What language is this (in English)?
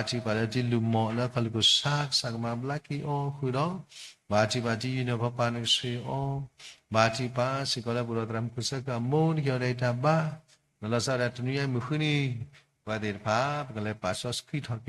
S'gaw Karen